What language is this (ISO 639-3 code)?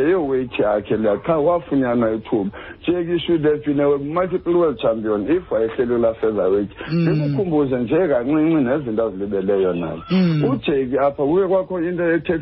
xho